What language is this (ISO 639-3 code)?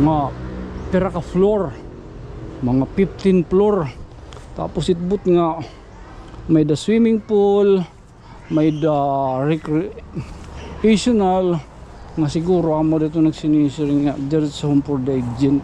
war